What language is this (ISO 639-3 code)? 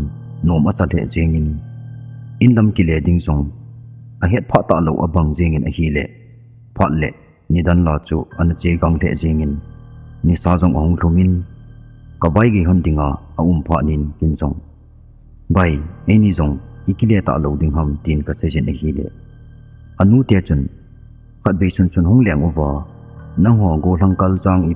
tcz